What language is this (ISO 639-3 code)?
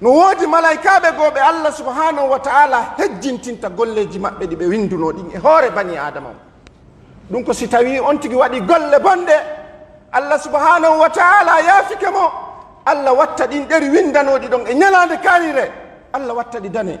fuf